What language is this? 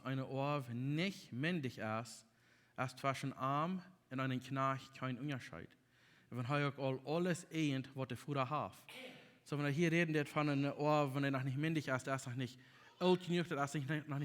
Plautdietsch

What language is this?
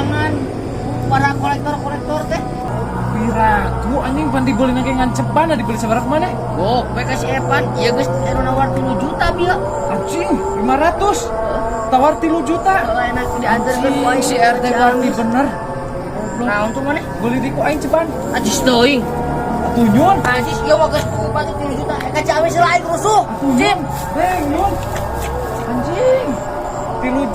Sundanese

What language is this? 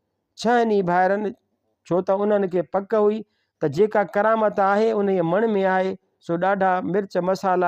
Sindhi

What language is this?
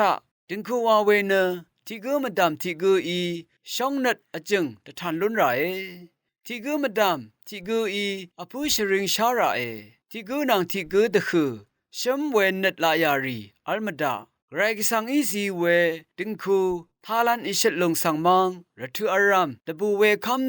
Rawang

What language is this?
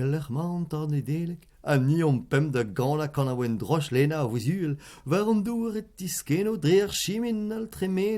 Breton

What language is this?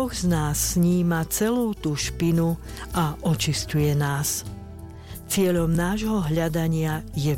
Slovak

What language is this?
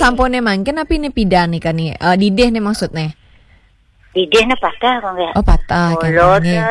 Balinese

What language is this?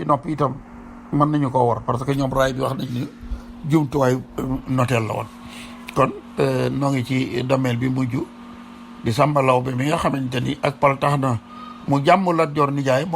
Wolof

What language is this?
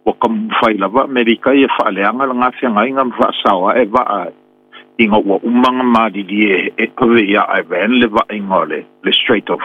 Samoan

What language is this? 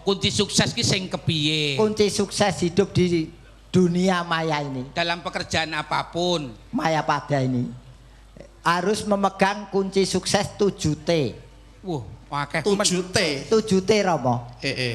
Javanese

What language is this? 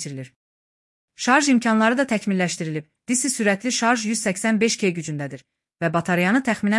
Azerbaijani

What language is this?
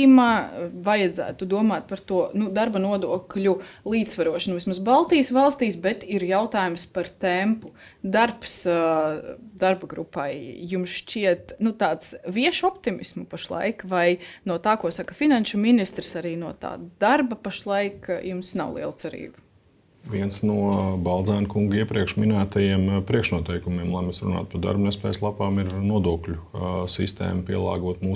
Latvian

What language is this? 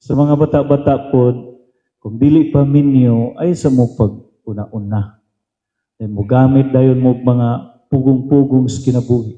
Cebuano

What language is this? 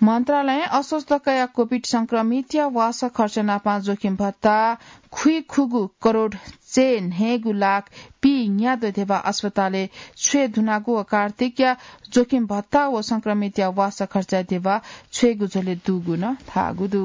Newari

